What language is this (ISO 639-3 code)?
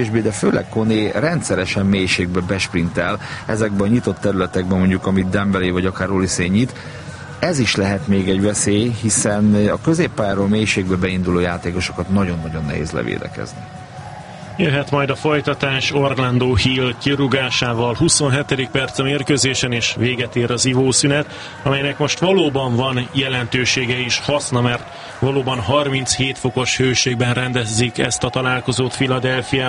hun